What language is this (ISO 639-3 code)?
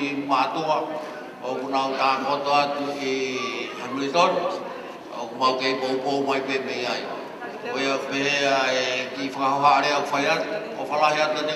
ton